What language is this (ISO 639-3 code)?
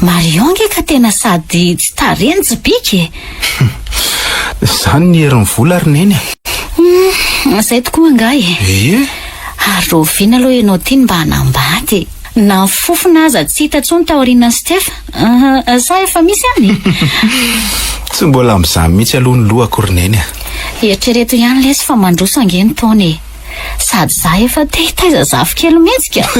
mlg